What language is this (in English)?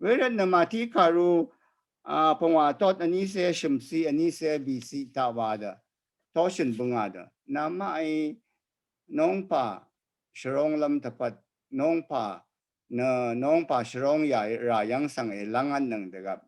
Rawang